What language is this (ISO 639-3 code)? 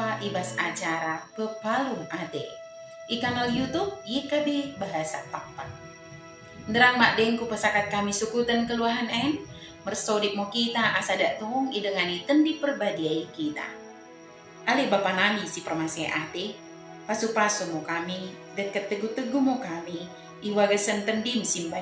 btd